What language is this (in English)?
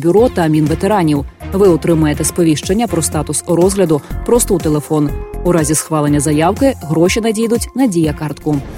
Ukrainian